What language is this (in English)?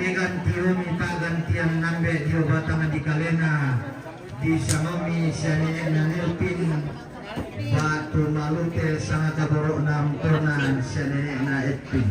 Toraja-Sa'dan